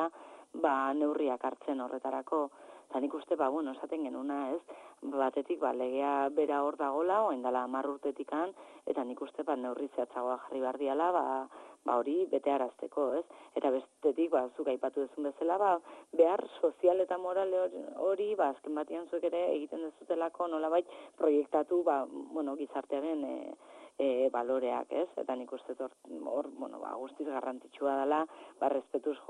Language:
Basque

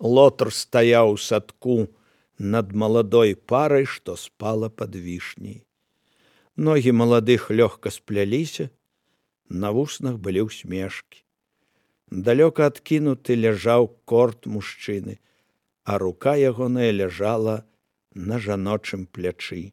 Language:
Belarusian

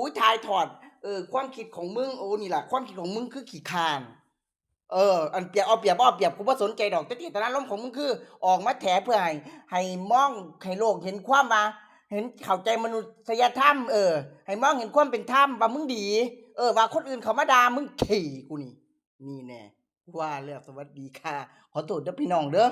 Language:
Northeastern Thai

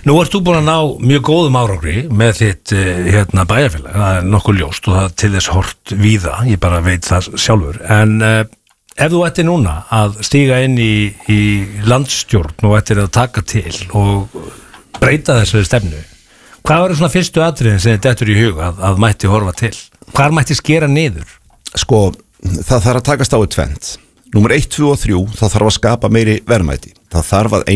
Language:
Icelandic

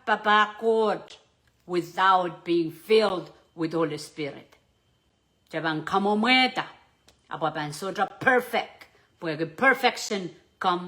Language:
Pohnpeian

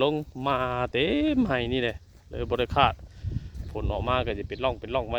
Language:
Northeastern Thai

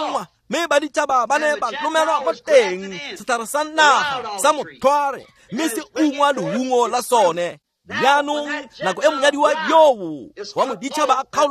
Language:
Tswana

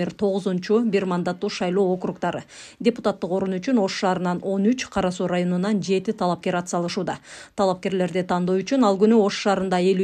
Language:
Kyrgyz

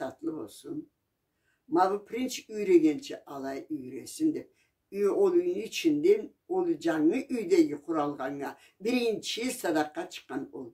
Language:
Karachay-Balkar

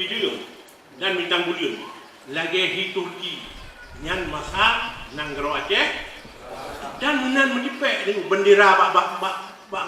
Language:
Achinese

